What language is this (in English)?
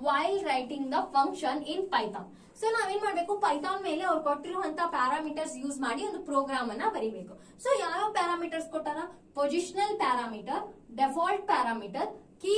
Kannada